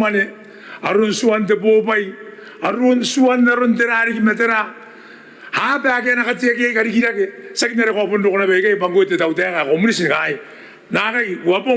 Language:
Gilbertese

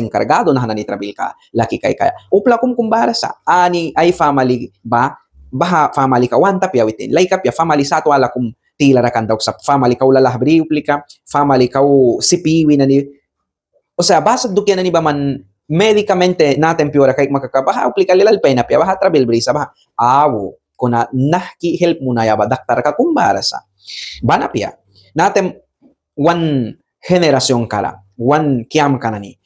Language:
Mískito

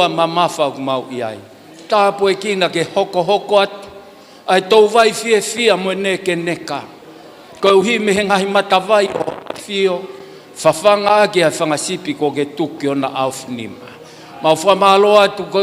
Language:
Tongan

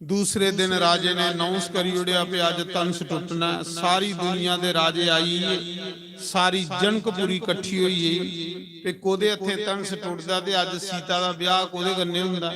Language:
Dogri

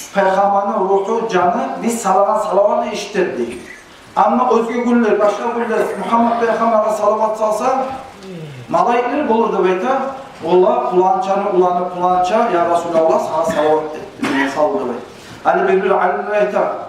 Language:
Kumyk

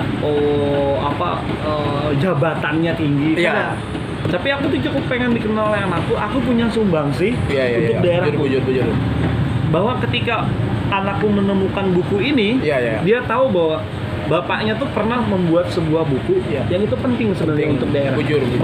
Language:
Banjar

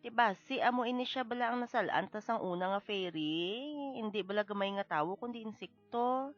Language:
Hiligaynon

